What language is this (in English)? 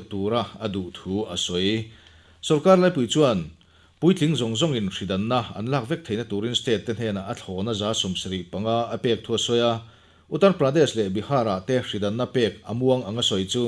Mizo